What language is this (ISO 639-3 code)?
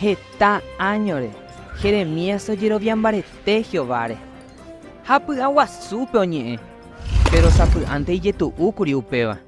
grn